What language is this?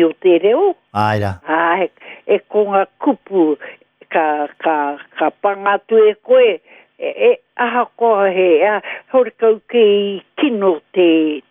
Māori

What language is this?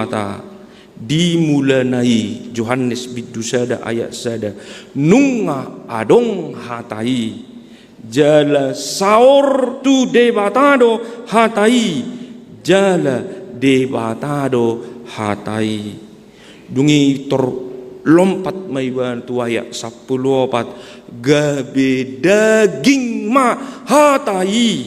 Batak Toba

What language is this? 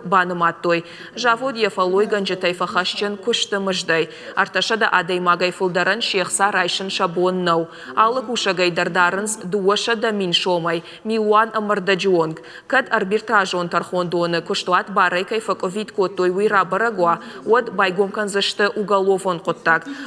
Ossetic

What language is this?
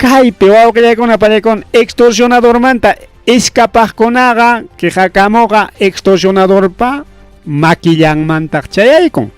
Ayacucho Quechua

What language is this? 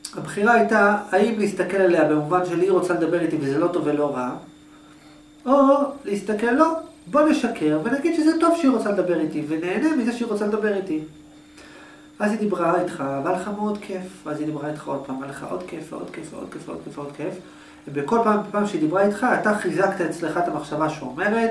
Hebrew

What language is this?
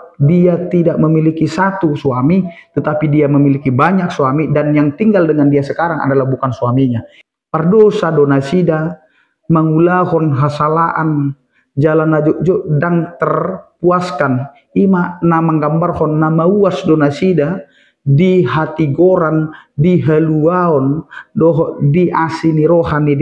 Batak Toba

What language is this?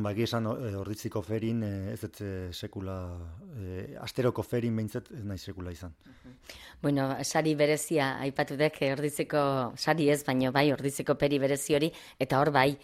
Basque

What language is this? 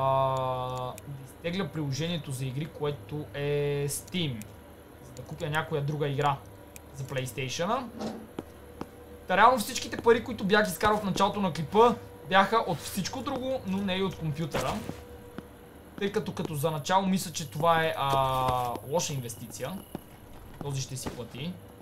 Bulgarian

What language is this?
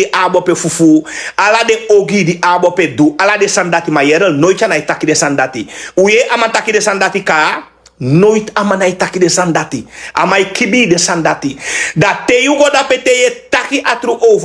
Sranan Tongo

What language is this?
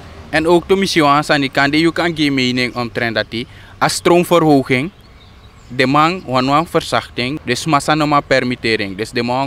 Sranan Tongo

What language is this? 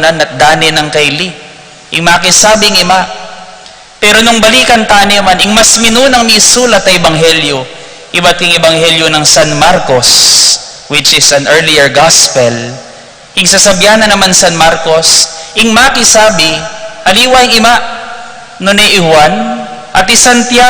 Pampanga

